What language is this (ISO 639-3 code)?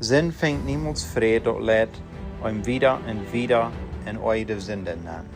pdt